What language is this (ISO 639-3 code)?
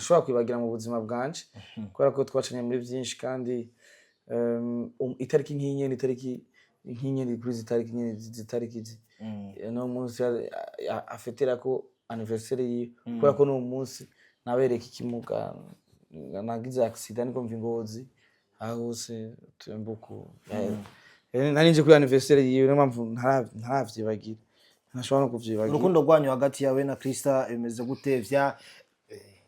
run